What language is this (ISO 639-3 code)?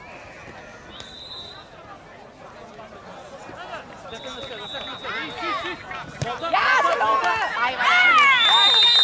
dan